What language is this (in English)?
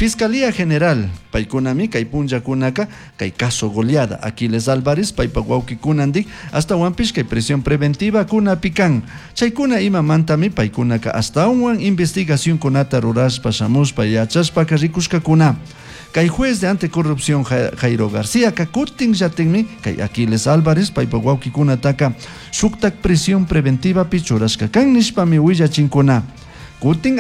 Chimborazo Highland Quichua